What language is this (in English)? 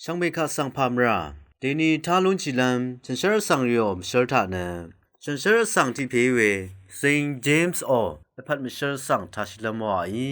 Rawang